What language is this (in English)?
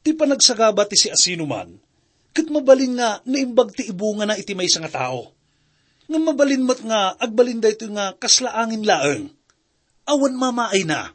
Iloko